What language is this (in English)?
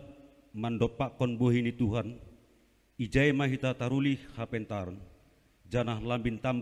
Batak Simalungun